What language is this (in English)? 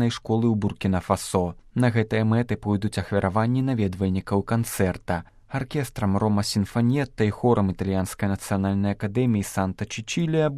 Belarusian